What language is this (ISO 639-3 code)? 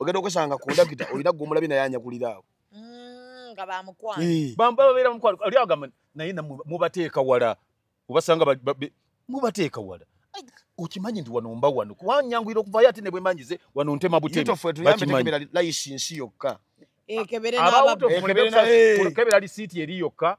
lug